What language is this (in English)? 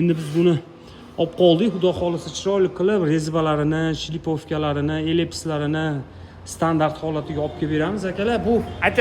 Uzbek